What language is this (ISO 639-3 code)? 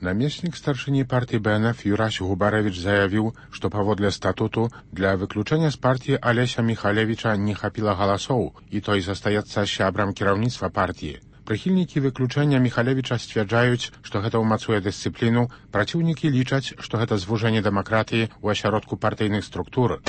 bel